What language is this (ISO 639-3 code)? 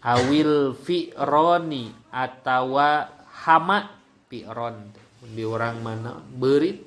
sun